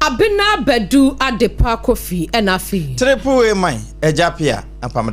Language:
Akan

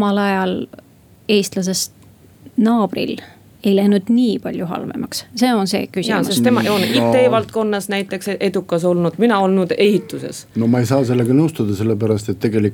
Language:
Estonian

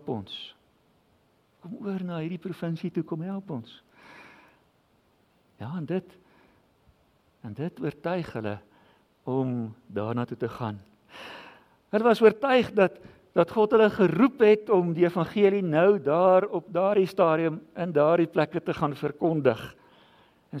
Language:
Afrikaans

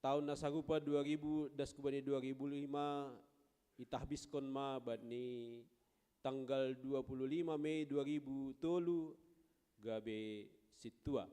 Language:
Batak Simalungun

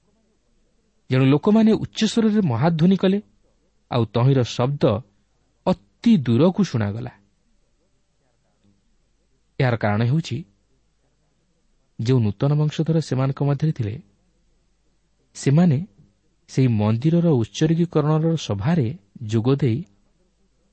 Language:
Odia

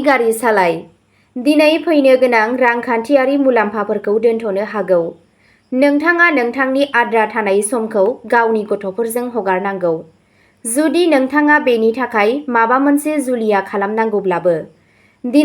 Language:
Bodo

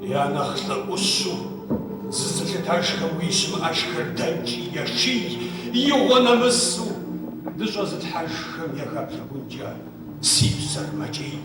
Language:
Kabardian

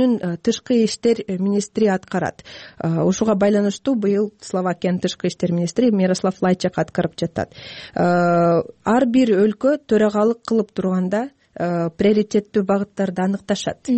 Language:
Kyrgyz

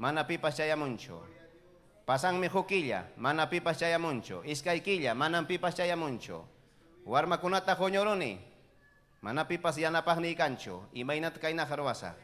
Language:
Ayacucho Quechua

